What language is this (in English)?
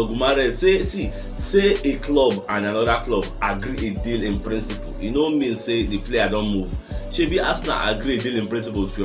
Nigerian Pidgin